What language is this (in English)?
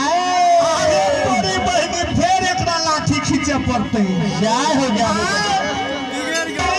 Maithili